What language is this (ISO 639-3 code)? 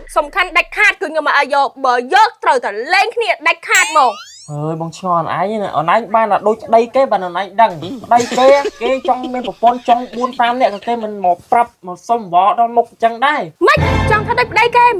khm